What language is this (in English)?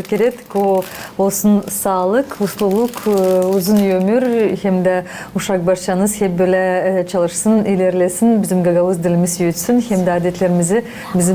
Gagauz